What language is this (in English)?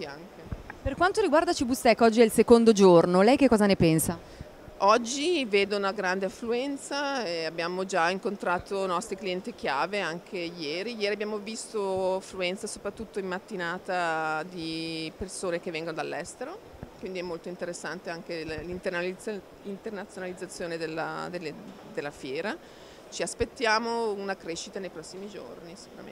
Italian